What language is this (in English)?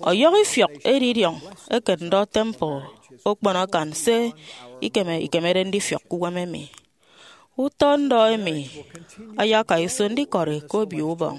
Efik